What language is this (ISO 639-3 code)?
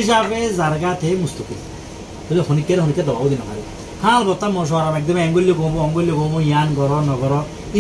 rhg